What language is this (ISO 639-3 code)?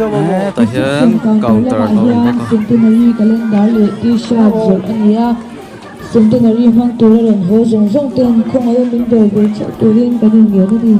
lus